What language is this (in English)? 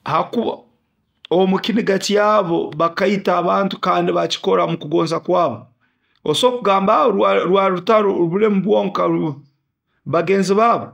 Nyoro